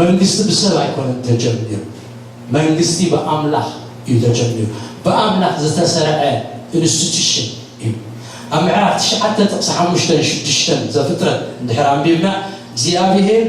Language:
Tigrinya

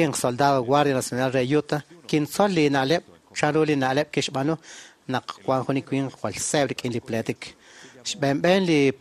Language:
Kekchí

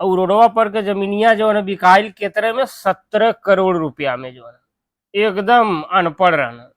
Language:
Bhojpuri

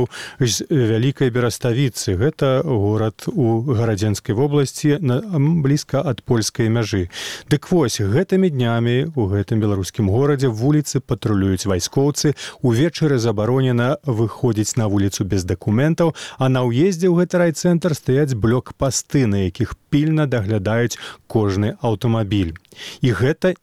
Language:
Belarusian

